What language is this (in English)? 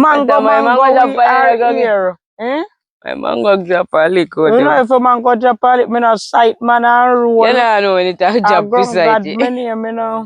Jamaican Creole English